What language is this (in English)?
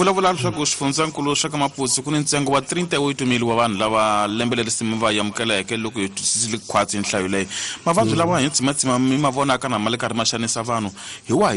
Tsonga